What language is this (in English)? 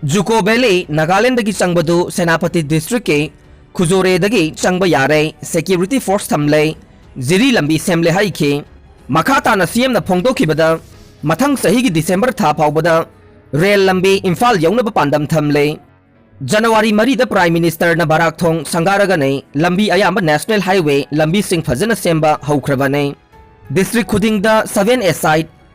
Manipuri